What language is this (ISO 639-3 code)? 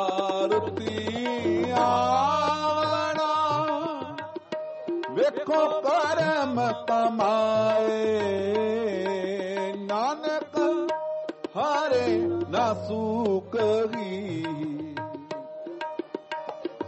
pan